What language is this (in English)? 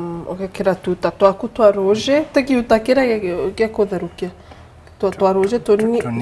Meru